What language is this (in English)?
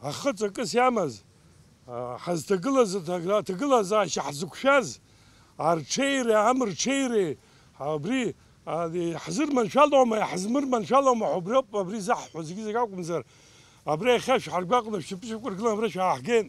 Abkhazian